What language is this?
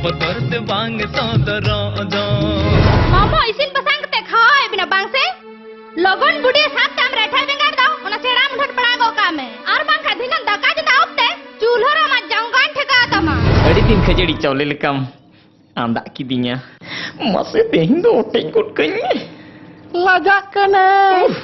Santali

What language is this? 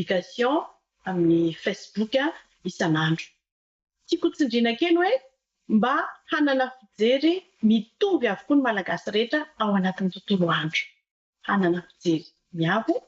Malagasy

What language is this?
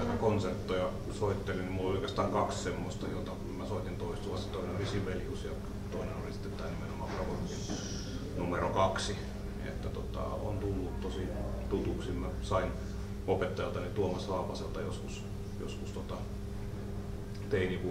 Finnish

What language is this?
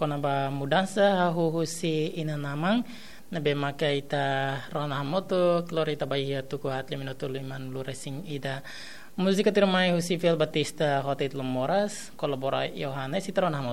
Tetum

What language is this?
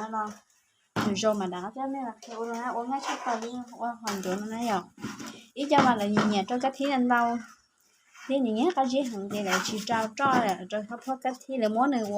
Hmong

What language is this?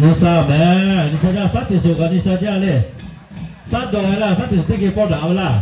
Lahu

